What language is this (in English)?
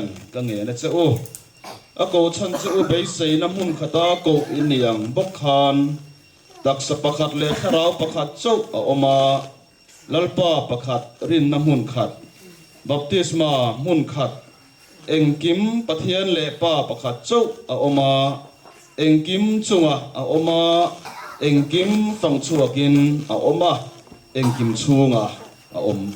Mizo